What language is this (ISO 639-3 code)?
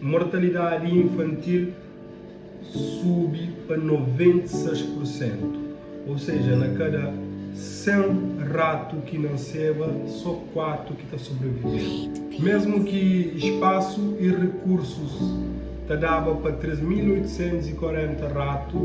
kea